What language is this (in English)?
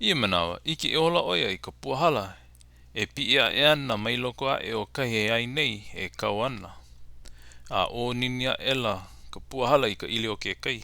Hawaiian